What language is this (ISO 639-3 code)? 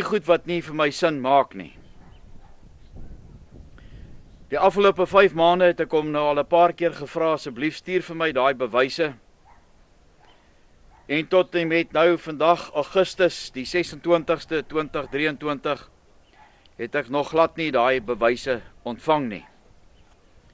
afr